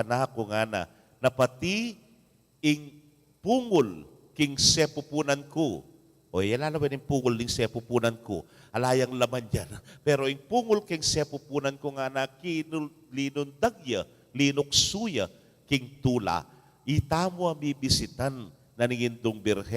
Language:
Pampanga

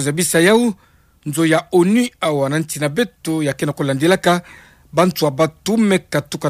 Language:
Kituba (Democratic Republic of Congo)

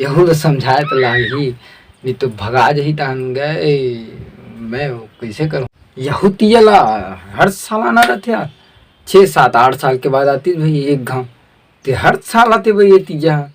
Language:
Chhattisgarhi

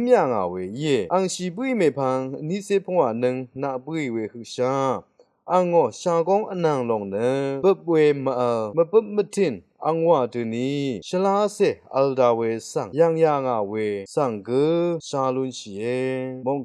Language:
Rawang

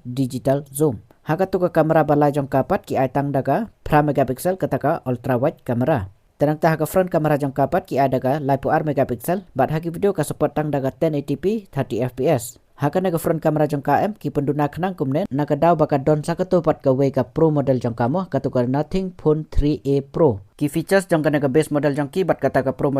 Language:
Khasi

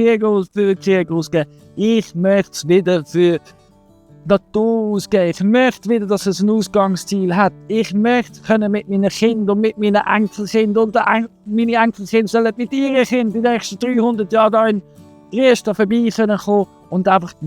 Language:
Swiss German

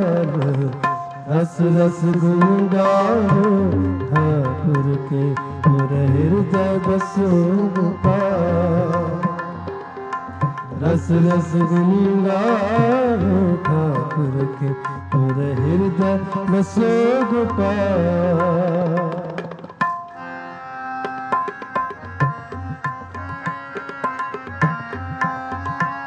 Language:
Punjabi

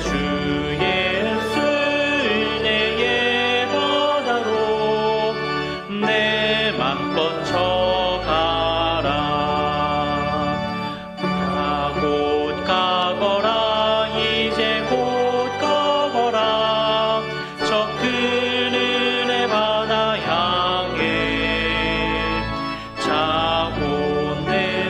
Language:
Korean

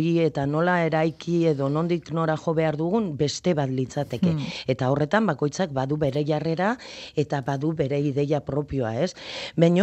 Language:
Basque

